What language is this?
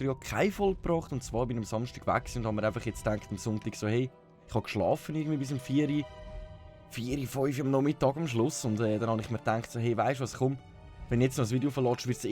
Swiss German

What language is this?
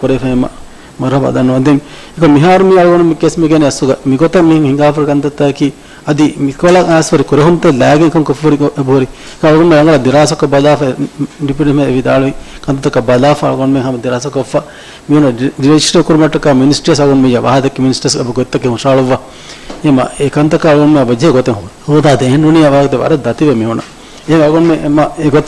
Divehi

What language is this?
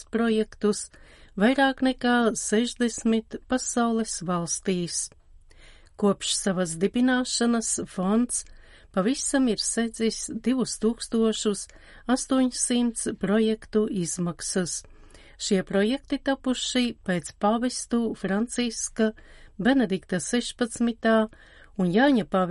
Latvian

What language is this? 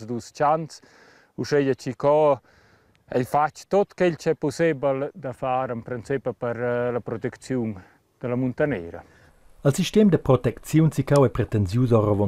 Romansh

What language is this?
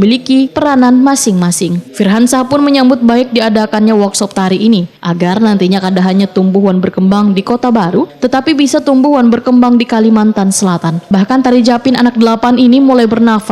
Banjar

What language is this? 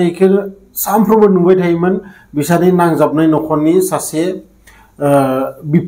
Bodo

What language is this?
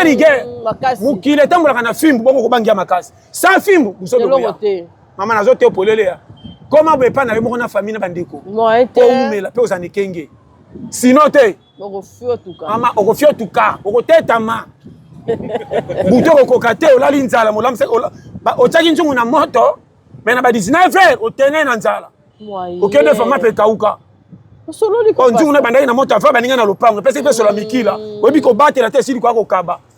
Lingala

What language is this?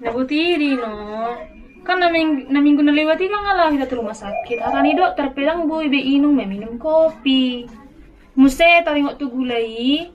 Batak Toba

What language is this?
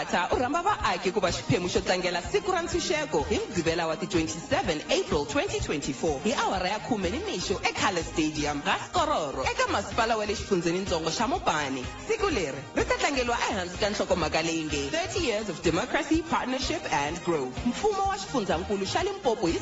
Tsonga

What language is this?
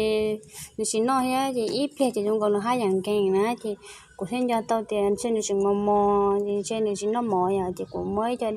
Hmong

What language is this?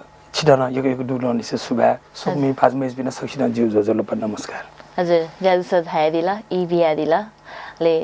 Newari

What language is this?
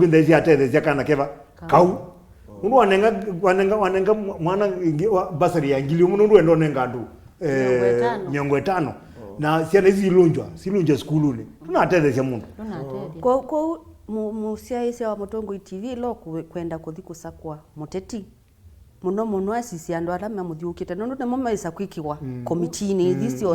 Kamba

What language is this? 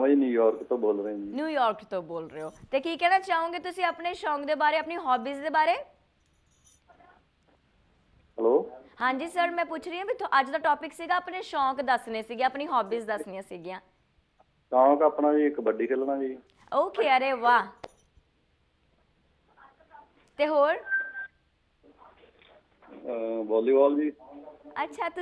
Punjabi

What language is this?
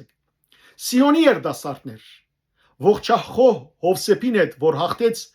Western Armenian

